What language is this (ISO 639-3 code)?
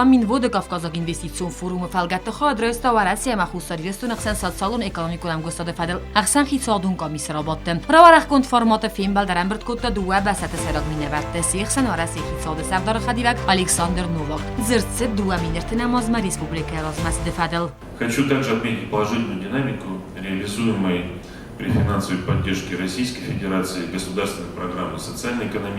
oss